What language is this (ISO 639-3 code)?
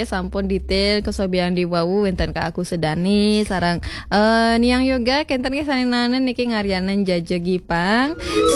ban